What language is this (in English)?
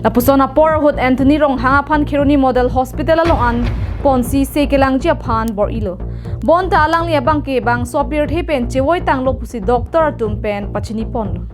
Karbi